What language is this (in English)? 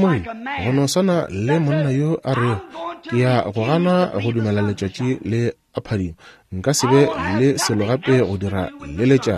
Northern Sotho